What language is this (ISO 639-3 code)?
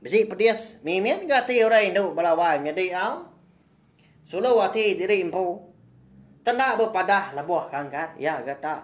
iba